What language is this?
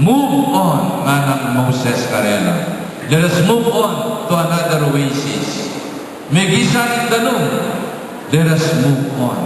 Pampanga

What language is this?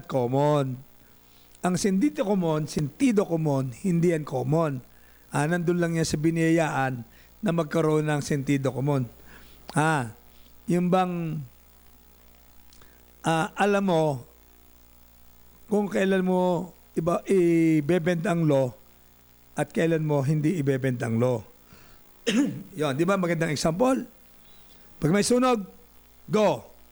Filipino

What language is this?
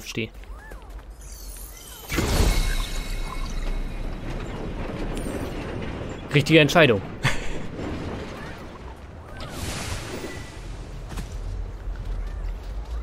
German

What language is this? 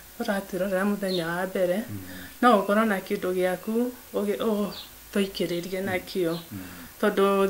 Kikuyu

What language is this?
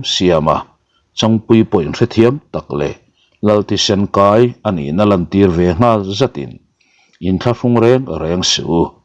Mizo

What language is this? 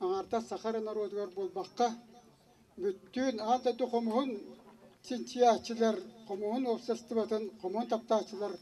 Yakut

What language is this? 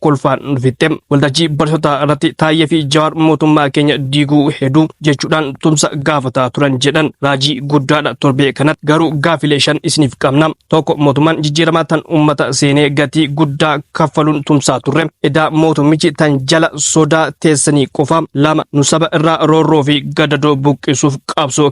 Oromo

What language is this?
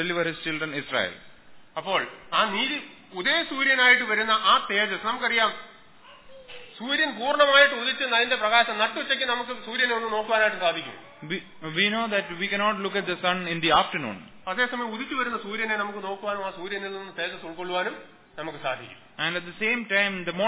Malayalam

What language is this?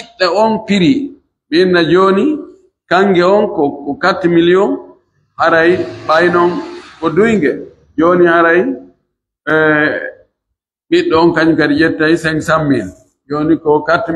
Pular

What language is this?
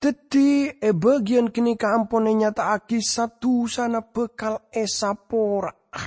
Madurese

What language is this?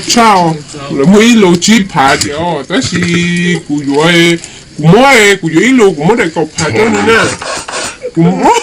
Hmong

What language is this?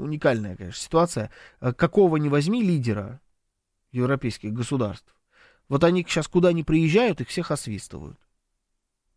Russian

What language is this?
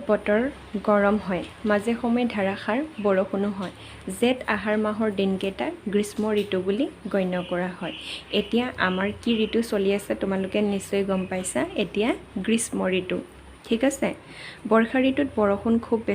Assamese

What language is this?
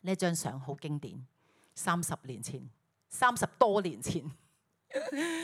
Cantonese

